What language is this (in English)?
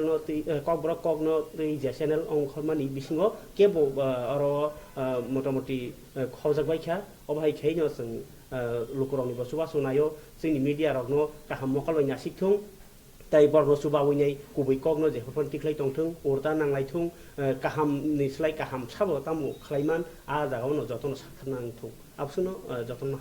Kok Borok